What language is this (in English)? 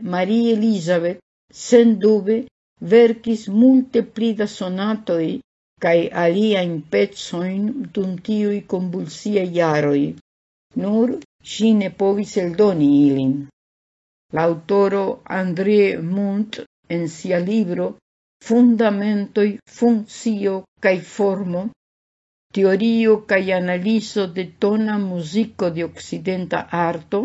Esperanto